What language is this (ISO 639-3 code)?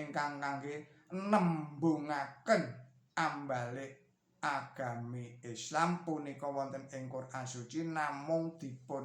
jav